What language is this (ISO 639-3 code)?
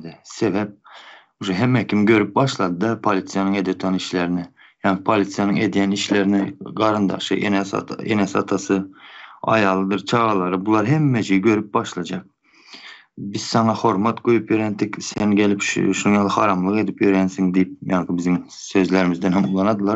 tuk